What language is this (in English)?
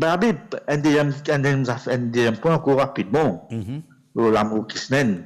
Morisyen